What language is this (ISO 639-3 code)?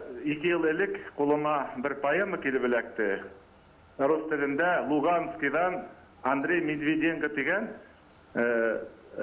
bak